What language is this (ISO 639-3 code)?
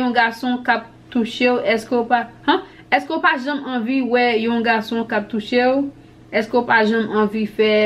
hat